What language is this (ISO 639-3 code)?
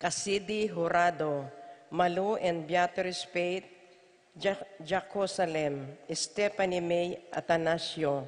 pam